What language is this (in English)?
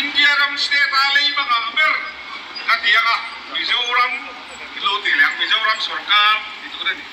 Mizo